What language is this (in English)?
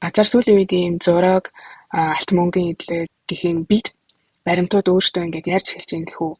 Mongolian